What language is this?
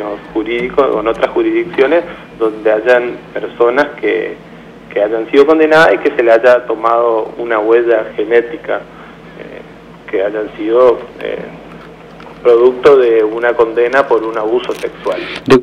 Spanish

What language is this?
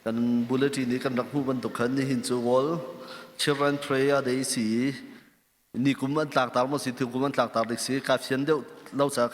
Hakha Chin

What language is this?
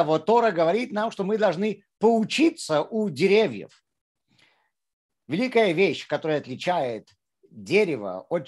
Russian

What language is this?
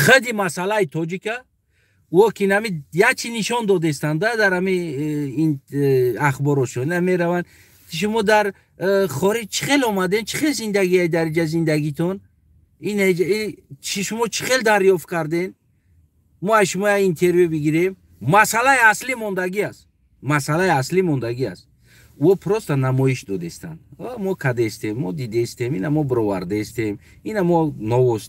Tajik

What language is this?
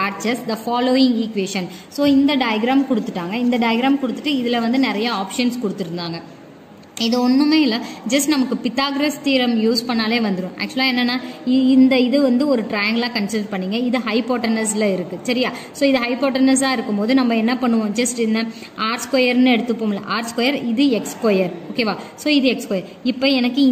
Tamil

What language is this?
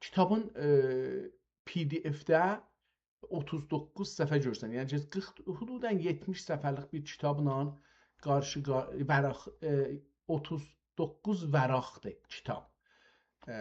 South Azerbaijani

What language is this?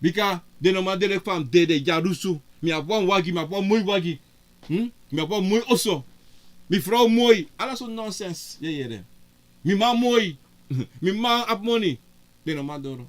Sranan Tongo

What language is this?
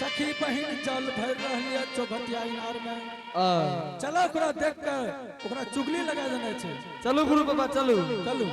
Angika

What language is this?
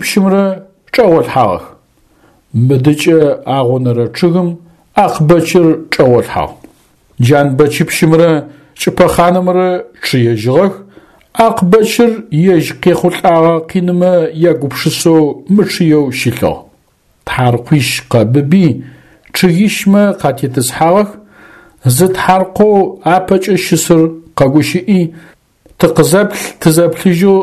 Adyghe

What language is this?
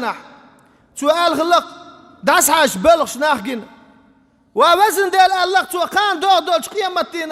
Chechen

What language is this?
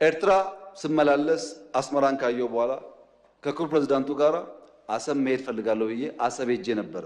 Amharic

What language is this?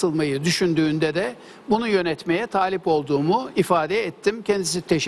Turkish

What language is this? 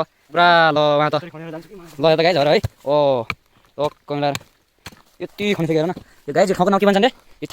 Nepali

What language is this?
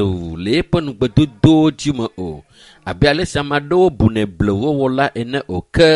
Ewe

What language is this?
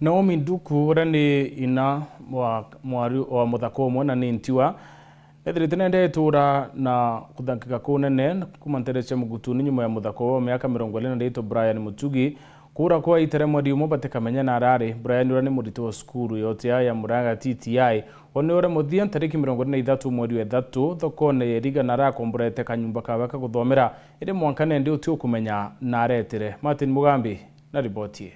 Meru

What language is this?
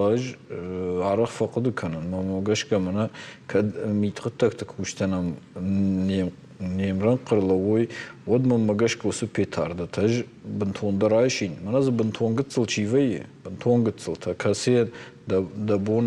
Ossetic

